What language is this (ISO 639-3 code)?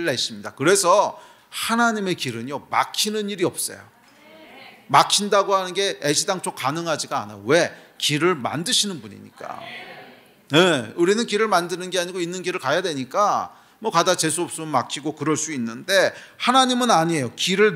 kor